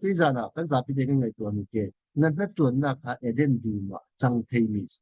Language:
Falam Chin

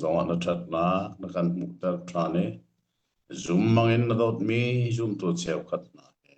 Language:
Hakha Chin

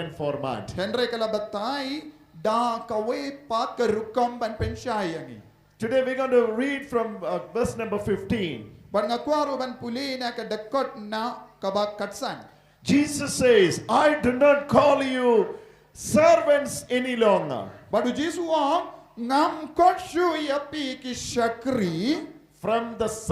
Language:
Khasi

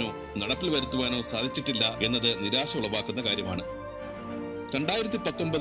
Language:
Malayalam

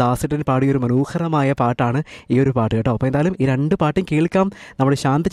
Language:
Malayalam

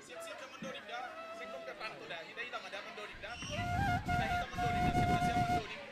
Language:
Batak Simalungun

